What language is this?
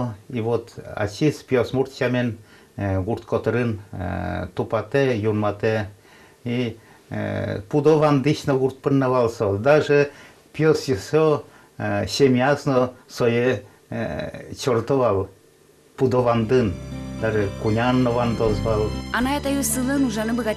Udmurt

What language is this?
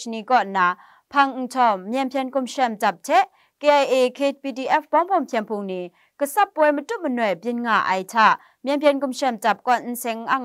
Kachin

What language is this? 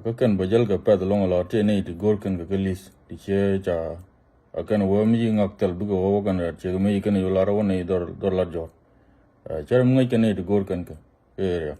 Nuer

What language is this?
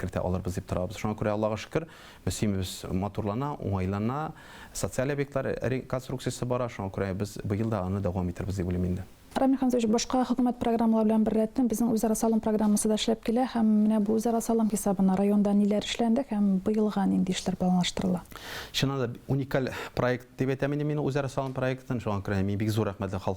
Tatar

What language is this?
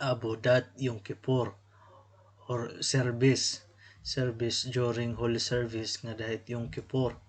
Waray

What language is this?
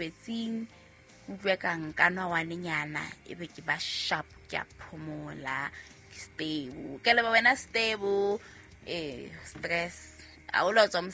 Southern Sotho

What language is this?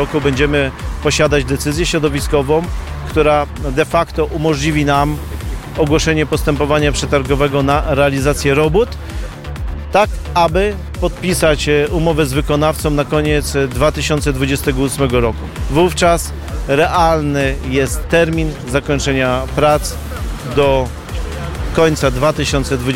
Polish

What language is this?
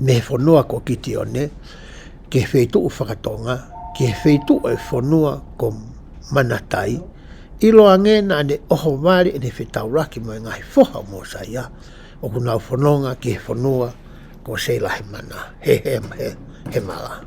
Tongan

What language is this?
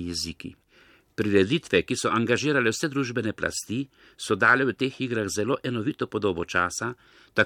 Slovenian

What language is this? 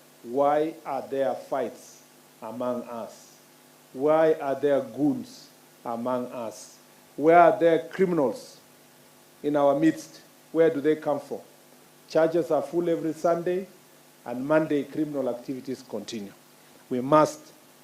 Gusii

